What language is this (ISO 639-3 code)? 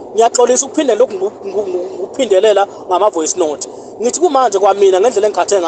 zul